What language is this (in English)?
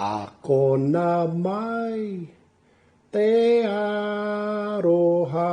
Māori